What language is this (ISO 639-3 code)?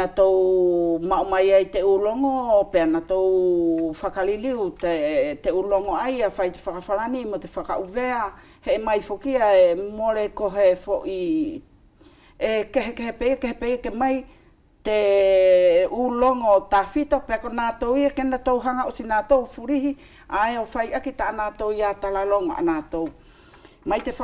wls